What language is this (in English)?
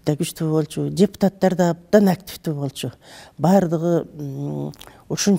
Kyrgyz